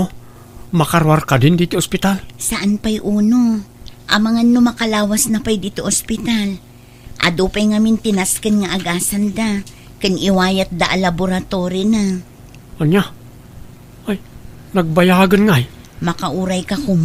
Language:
Iloko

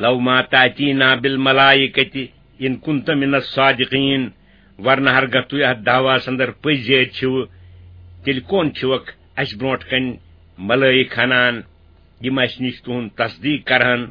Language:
Kashmiri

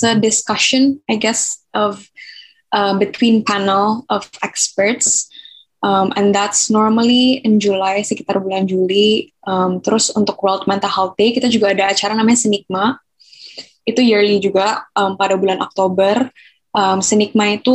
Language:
Indonesian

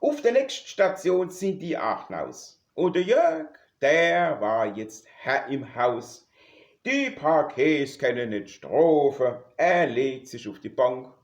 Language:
Palatine German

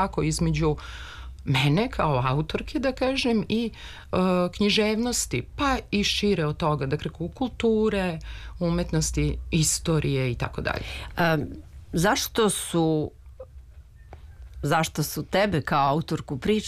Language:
Serbian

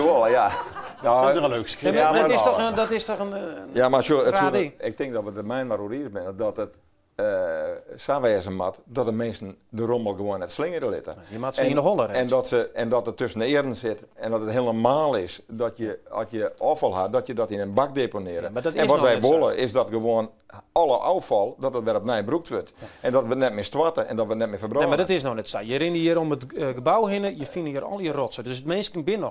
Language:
Western Frisian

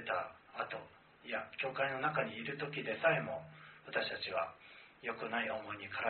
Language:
Japanese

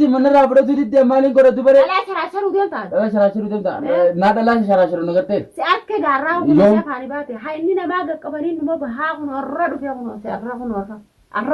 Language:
Oromo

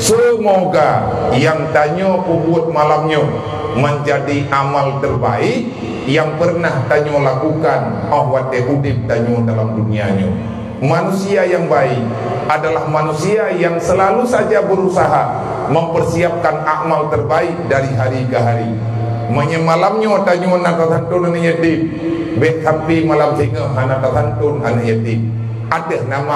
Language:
Achinese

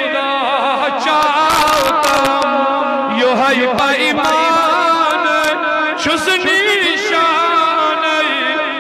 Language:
Kashmiri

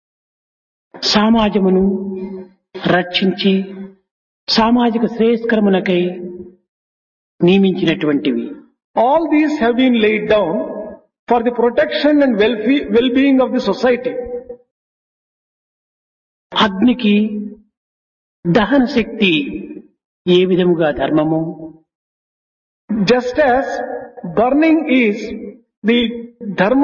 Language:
Telugu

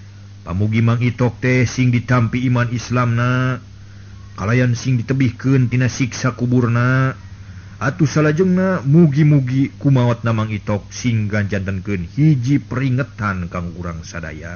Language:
Sundanese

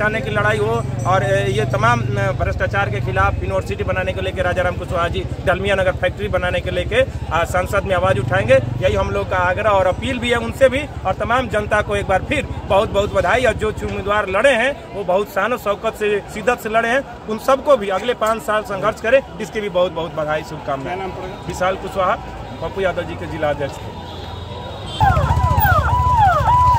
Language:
Hindi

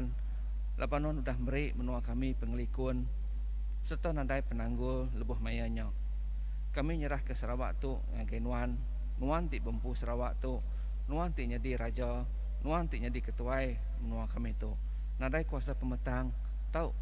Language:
Iban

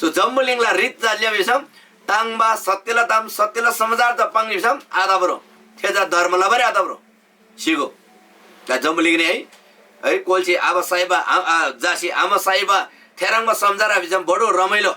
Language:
Eastern Tamang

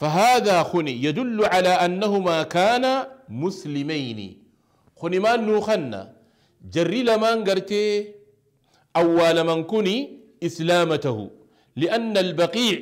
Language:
Oromo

